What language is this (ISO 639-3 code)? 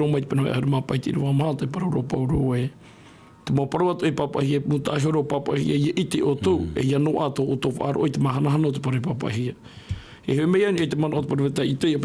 tah